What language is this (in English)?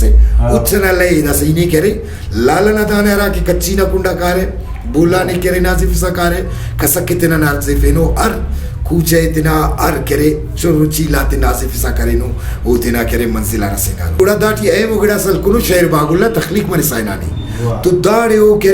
Brahui